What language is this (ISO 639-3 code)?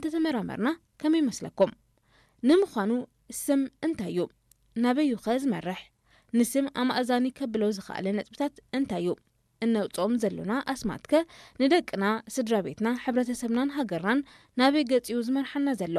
tir